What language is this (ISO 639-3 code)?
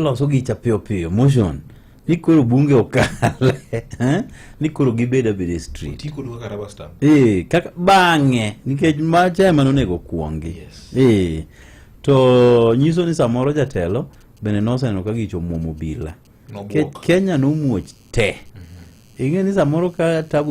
luo